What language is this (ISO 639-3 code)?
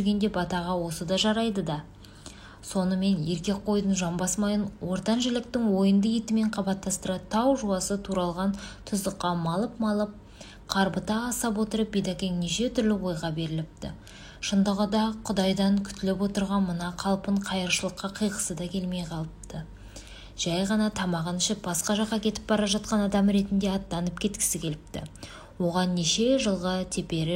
kaz